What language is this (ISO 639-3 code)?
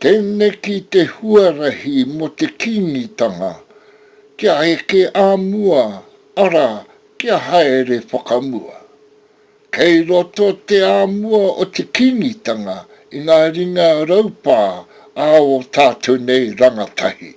mri